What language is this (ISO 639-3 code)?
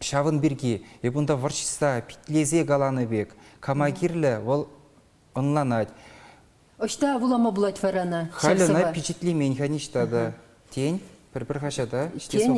chv